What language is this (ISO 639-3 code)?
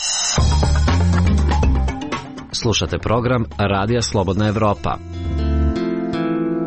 srp